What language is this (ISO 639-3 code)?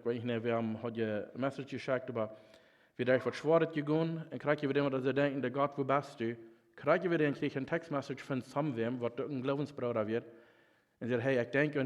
pdt